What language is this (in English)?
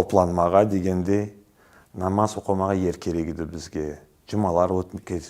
Crimean Tatar